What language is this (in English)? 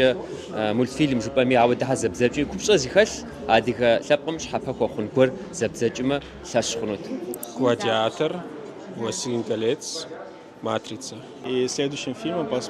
Kabardian